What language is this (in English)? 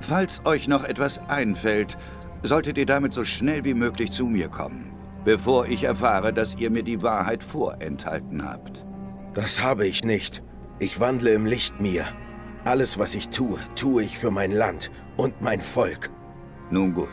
Swiss German